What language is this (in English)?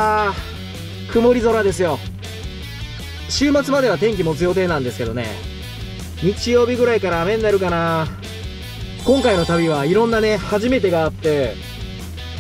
Japanese